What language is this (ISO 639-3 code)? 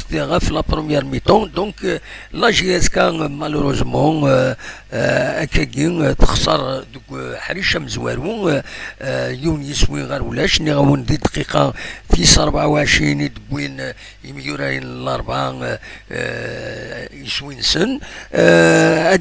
kab